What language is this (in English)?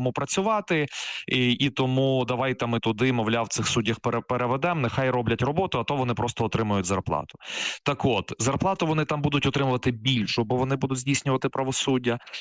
Ukrainian